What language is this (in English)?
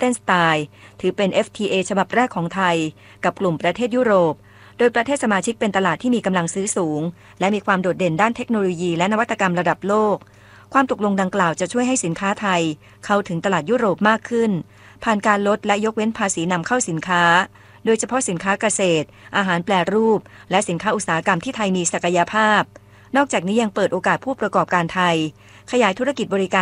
Thai